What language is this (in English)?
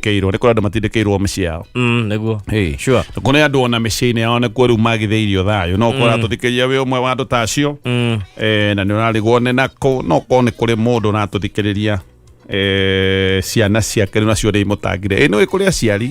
Kikuyu